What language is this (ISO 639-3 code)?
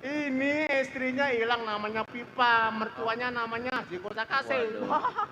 bew